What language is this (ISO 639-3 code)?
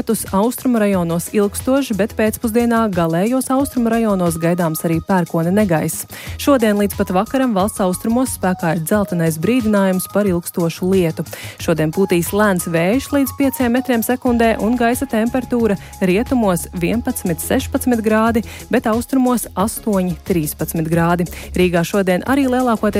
lav